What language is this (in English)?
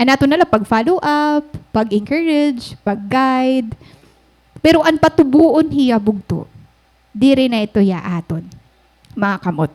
Waray